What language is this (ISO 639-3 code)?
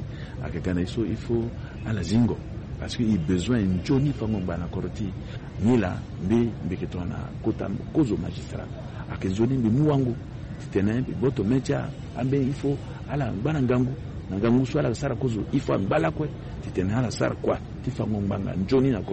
sag